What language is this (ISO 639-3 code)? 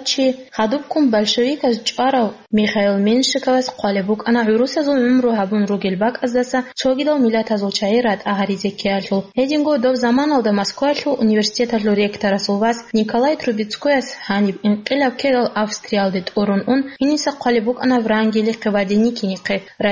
ava